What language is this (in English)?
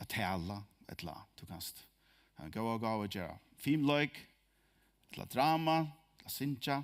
Faroese